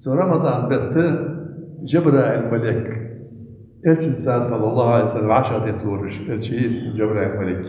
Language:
Ingush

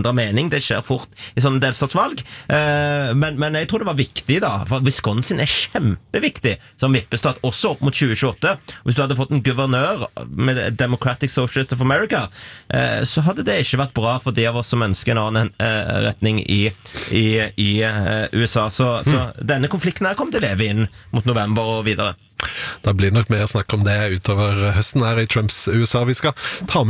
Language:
Norwegian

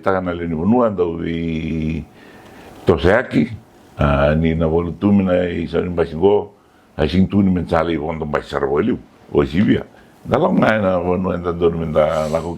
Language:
Fijian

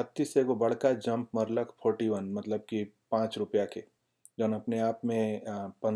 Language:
Bhojpuri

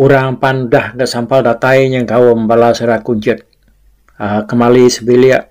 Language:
Iban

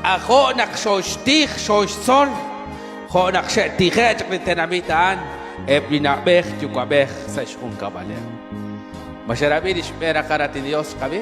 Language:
Kekchí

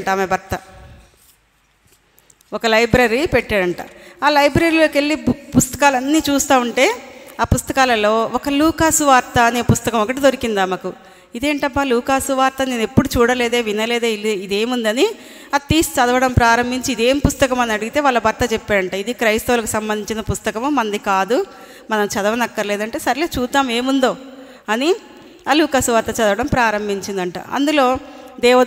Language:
Telugu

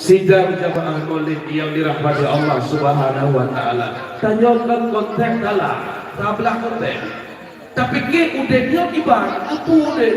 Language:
Achinese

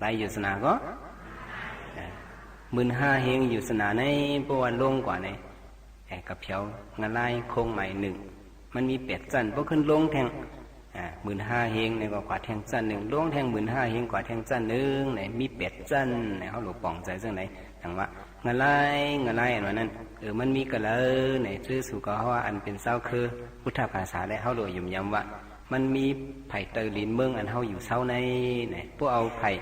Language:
Shan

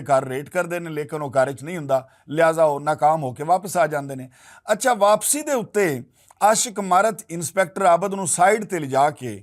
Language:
Western Panjabi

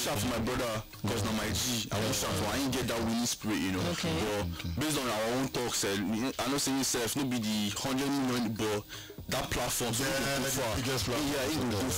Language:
Nigerian Pidgin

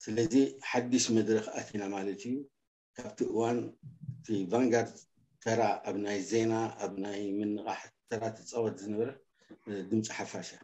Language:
Tigrinya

